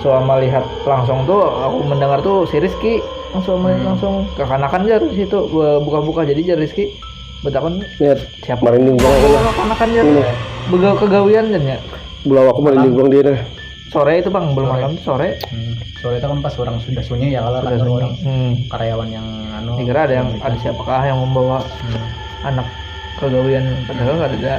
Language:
Banjar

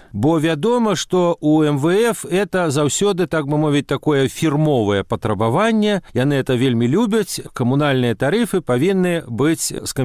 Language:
Belarusian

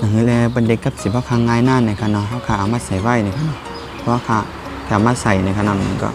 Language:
Shan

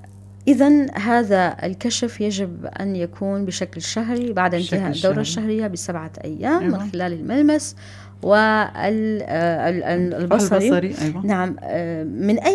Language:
North Levantine Arabic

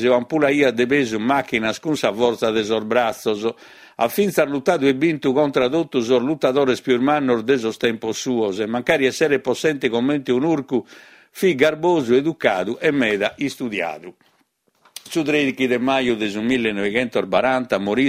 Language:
Sardinian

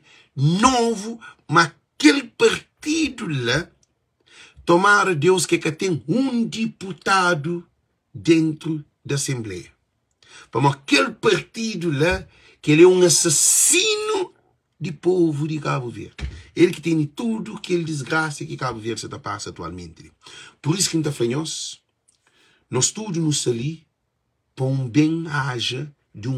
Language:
Kabuverdianu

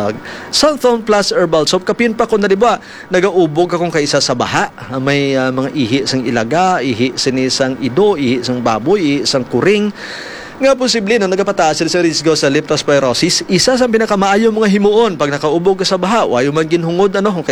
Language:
Hiligaynon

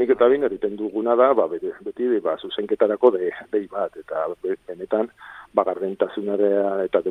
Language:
Basque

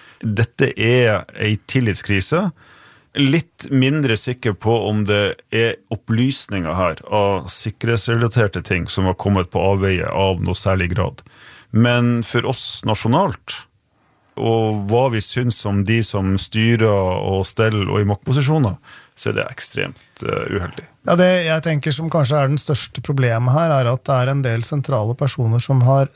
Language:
Norwegian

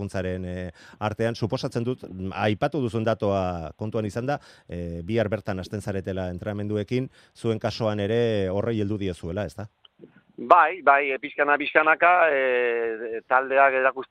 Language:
Basque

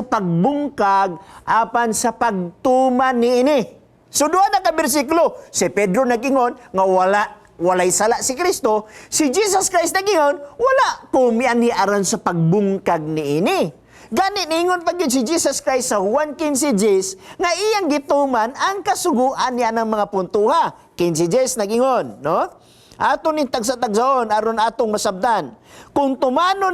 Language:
Cebuano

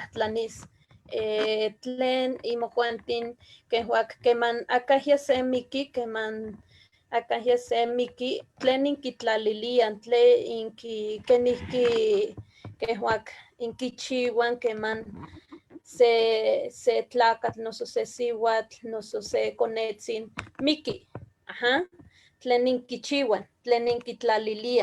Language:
Eastern Huasteca Nahuatl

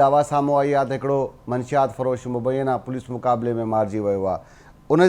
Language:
Sindhi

